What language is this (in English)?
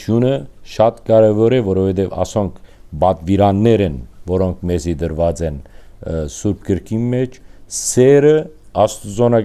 Western Armenian